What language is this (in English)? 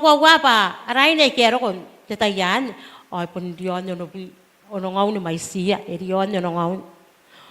Gilbertese